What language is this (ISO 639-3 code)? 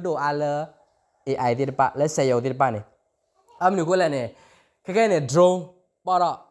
ksw